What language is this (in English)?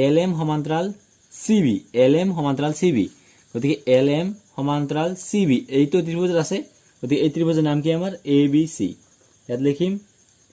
Assamese